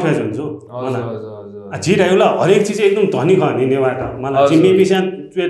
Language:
Newari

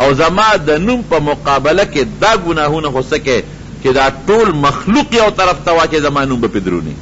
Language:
Pashto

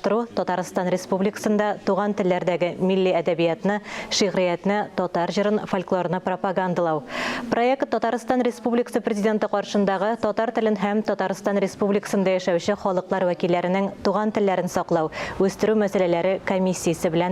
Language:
Tatar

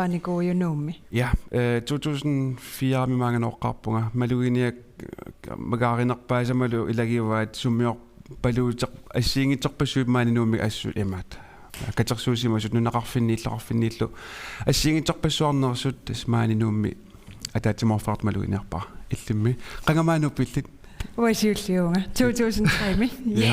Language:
Kalaallisut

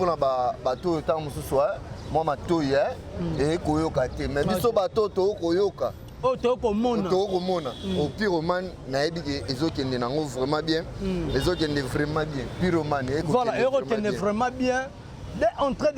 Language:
Lingala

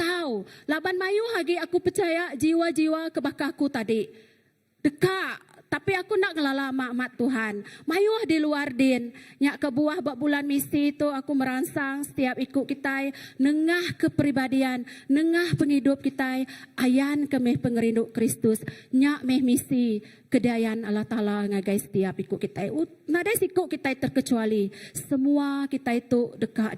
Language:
Iban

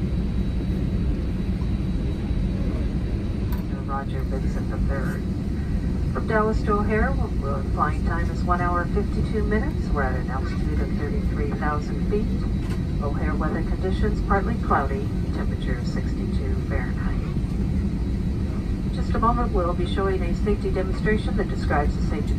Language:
English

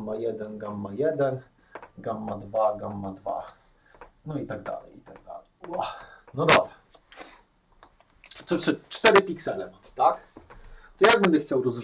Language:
Polish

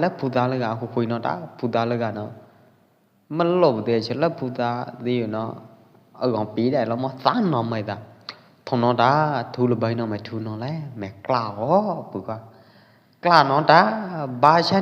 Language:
Pwo Eastern Karen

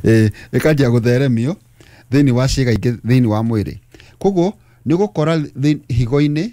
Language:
Kikuyu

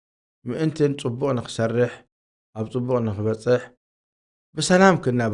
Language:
Tigrinya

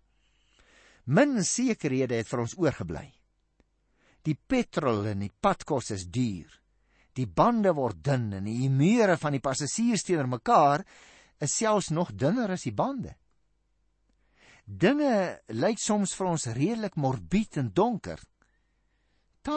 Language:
Afrikaans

